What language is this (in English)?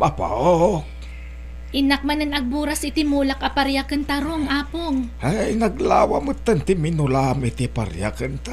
Iloko